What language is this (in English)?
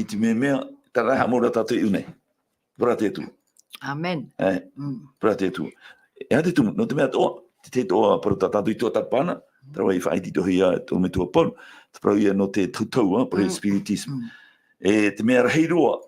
Tahitian